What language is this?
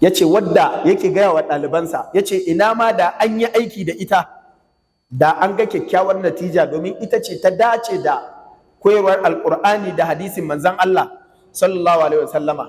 Hausa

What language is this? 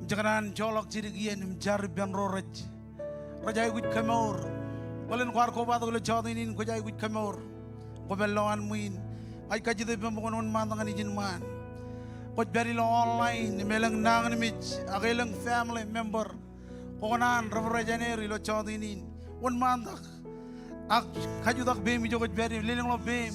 Marshallese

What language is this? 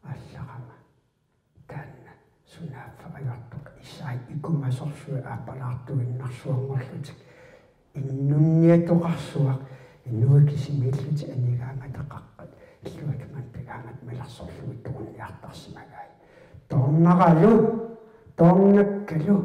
Kalaallisut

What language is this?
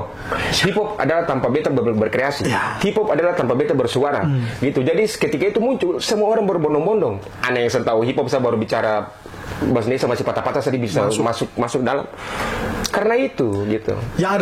Ambonese Malay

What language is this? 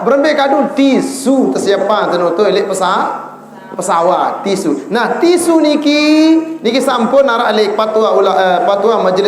Sasak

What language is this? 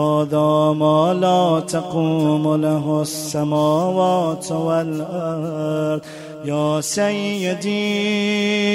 Arabic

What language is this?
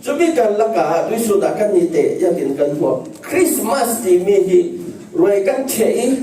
Falam Chin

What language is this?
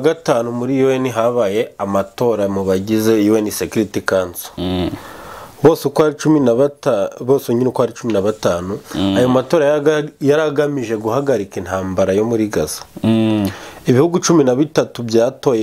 Kinyarwanda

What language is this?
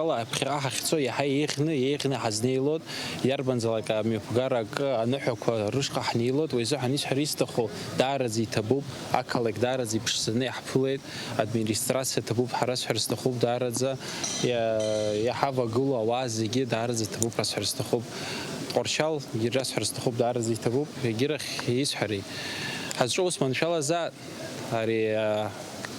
Abkhazian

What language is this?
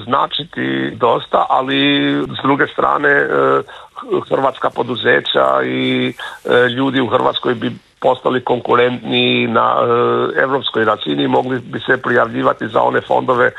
Croatian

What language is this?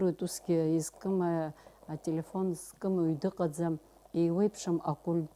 Abkhazian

